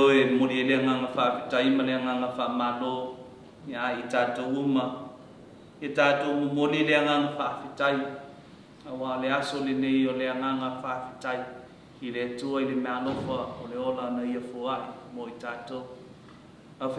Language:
Samoan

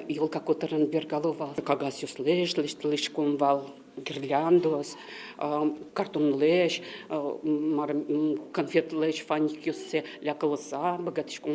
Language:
Udmurt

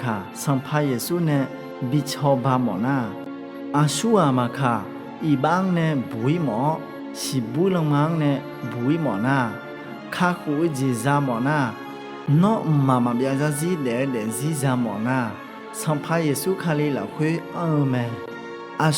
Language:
Akha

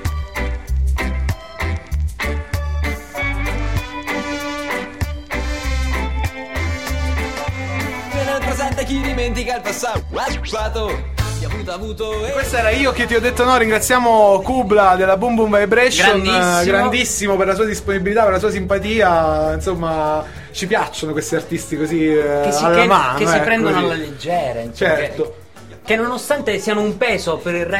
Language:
Italian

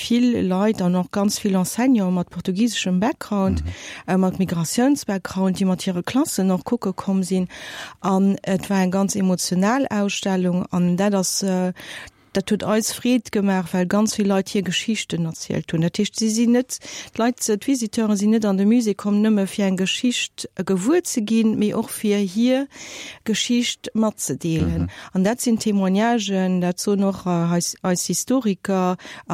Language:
Luxembourgish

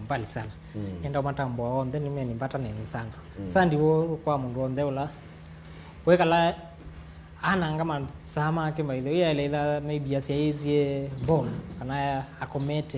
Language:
Kamba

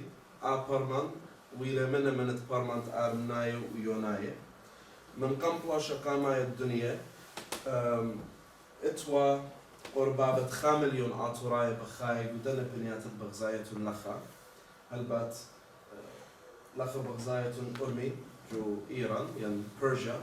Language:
Assyrian Neo-Aramaic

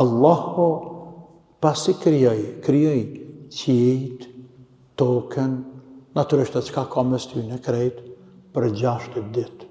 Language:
Albanian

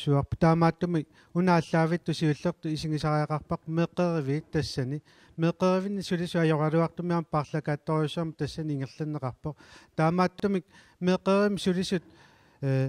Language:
Kalaallisut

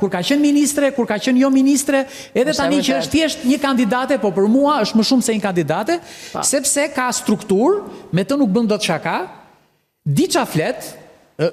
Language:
Albanian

